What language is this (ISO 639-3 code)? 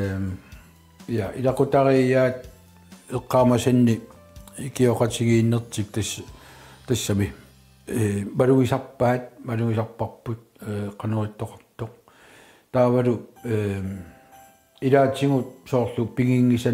kal